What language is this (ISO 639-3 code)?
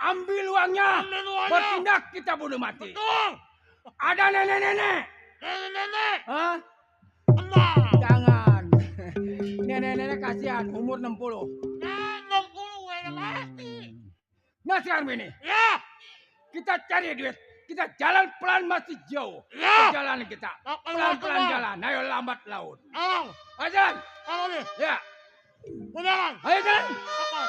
bew